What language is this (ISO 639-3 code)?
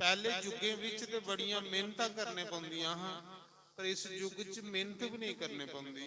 doi